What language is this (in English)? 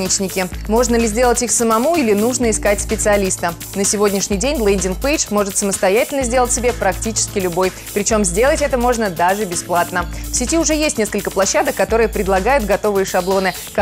Russian